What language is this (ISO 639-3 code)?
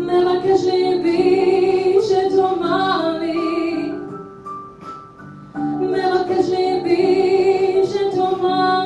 heb